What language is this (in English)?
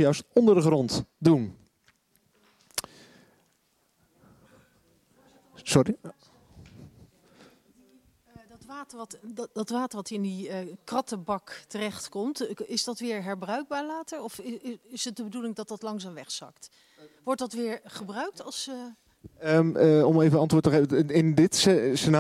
Dutch